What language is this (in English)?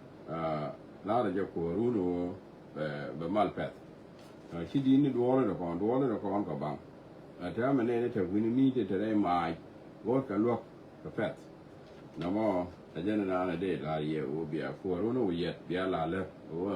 Nuer